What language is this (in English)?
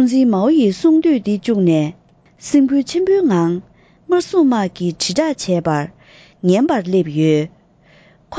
Tibetan